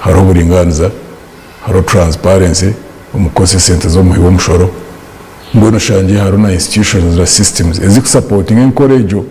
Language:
Nyankole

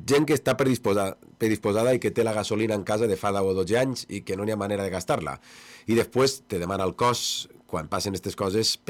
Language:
Catalan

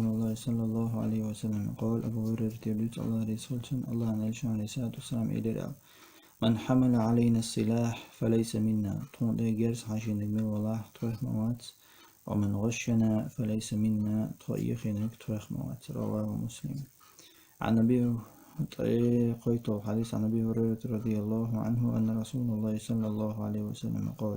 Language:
Chechen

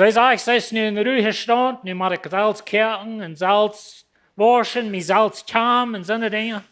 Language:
Plautdietsch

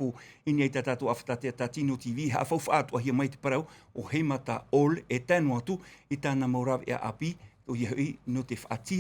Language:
Tahitian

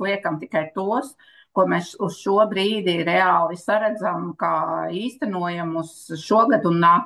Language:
Latvian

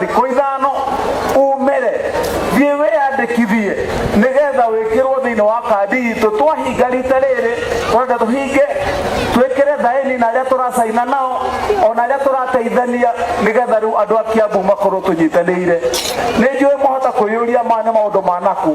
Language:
Kikuyu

